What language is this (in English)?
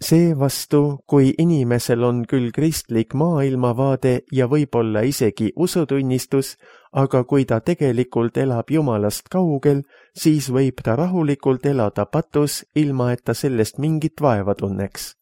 Estonian